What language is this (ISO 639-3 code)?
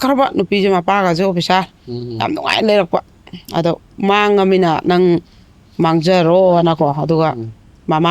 mni